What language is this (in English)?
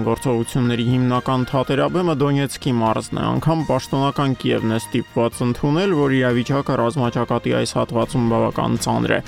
Armenian